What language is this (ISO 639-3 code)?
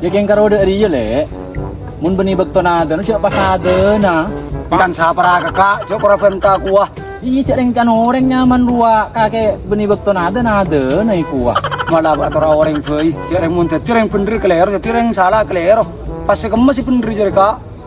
mad